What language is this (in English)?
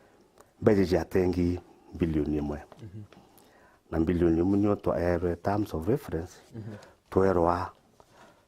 Meru